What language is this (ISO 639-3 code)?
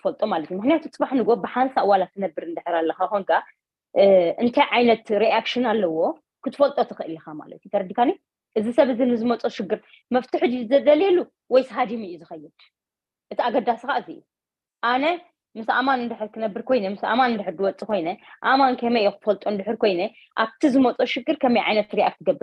tir